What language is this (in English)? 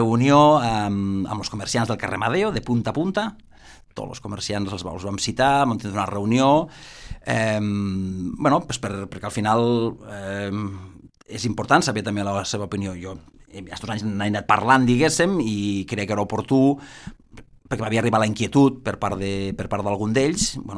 Catalan